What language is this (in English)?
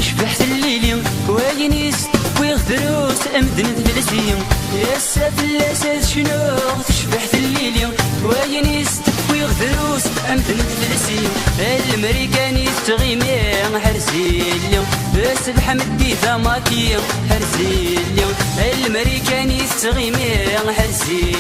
Kabyle